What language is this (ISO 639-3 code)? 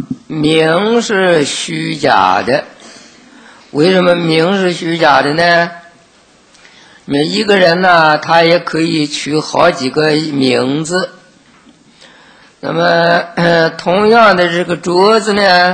zho